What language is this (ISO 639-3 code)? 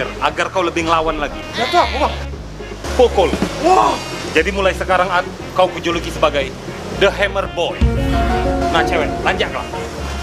mui